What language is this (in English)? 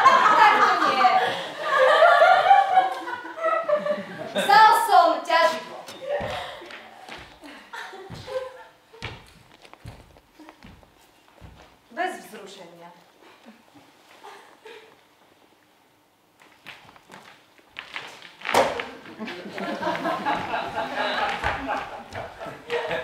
Slovak